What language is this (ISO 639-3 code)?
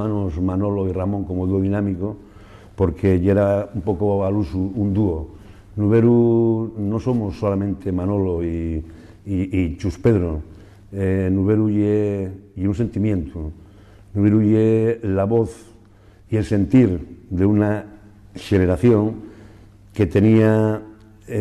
ast